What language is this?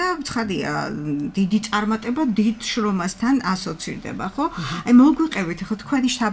Georgian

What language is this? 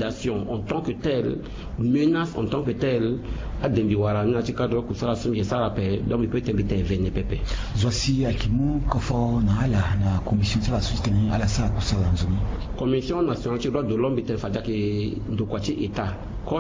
Sango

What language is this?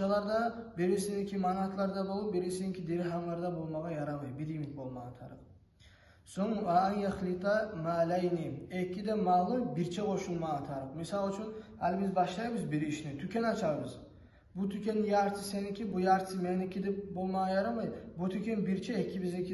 Kumyk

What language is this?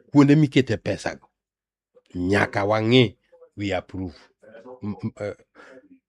Luo (Kenya and Tanzania)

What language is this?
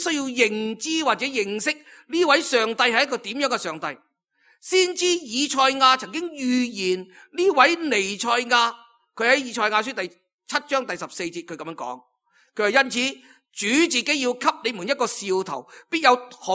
Cantonese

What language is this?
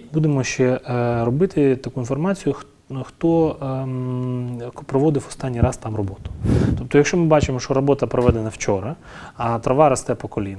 Ukrainian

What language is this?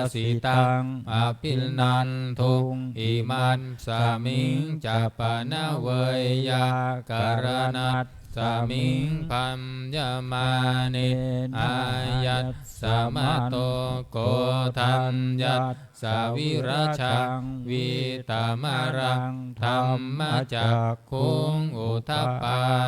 Pali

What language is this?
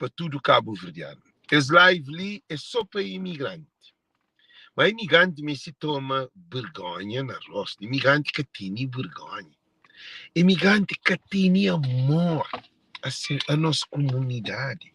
Kabuverdianu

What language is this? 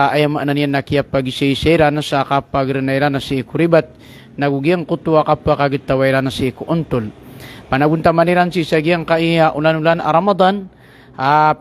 Maranao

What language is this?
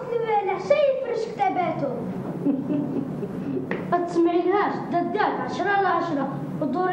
Algerian Arabic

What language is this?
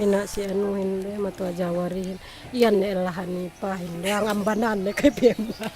Yakan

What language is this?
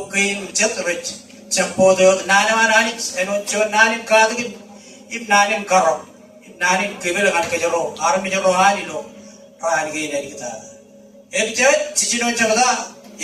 Marshallese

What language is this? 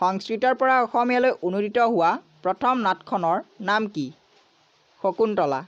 Assamese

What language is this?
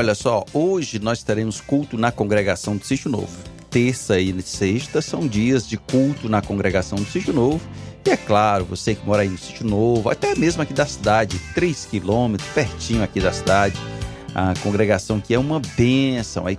Portuguese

